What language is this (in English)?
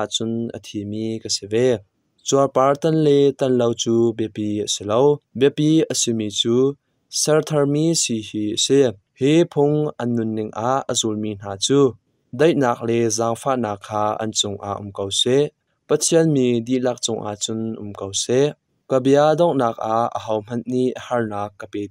Hakha Chin